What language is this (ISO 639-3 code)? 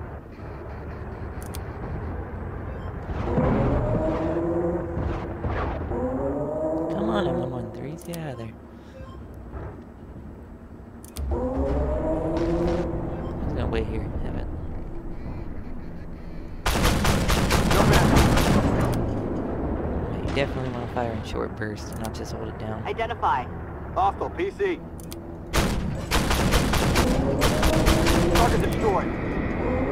eng